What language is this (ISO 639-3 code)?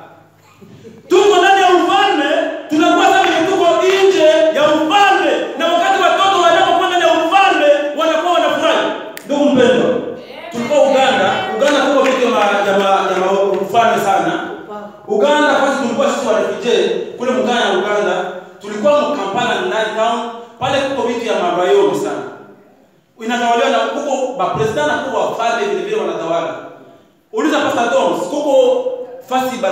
swa